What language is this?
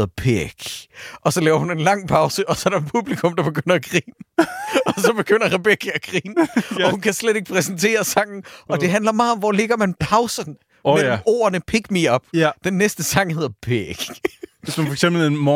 Danish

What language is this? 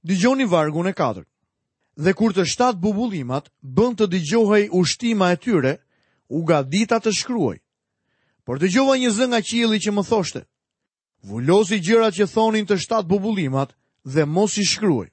Albanian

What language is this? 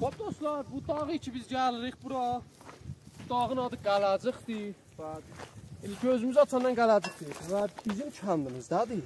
South Azerbaijani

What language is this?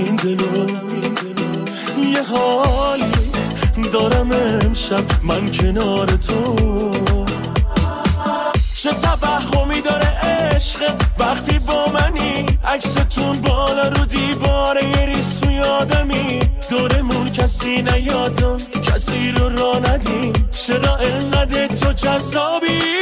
Persian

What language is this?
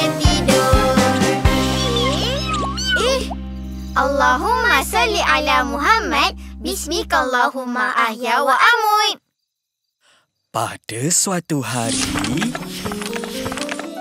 Malay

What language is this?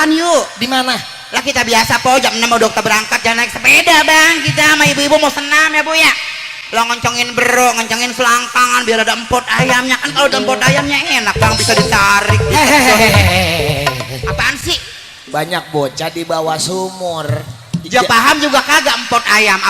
Betawi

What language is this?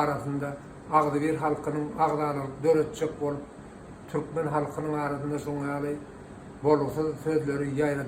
Turkmen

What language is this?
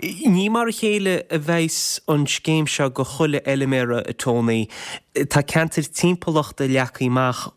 Irish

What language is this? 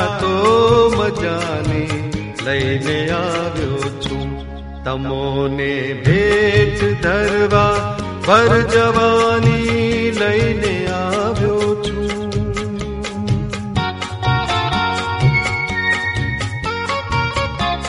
Gujarati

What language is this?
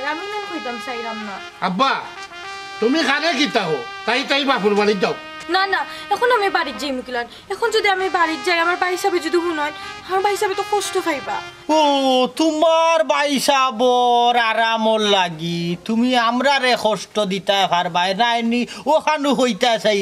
Sylheti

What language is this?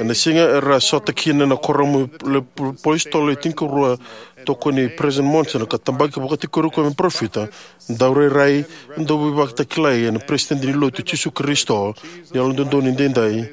Fijian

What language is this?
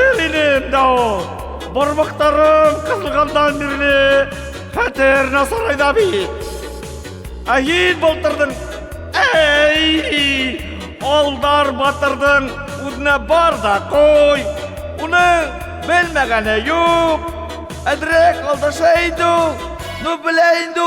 Bashkir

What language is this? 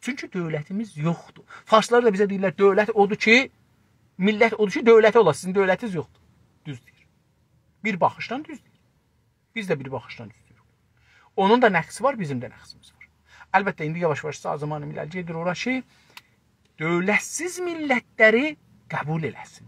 South Azerbaijani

